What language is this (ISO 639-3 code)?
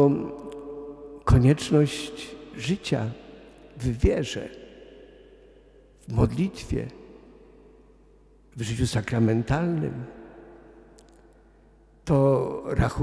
pol